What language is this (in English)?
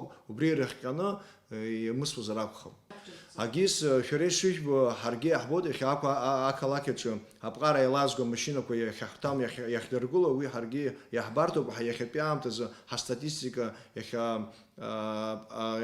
Abkhazian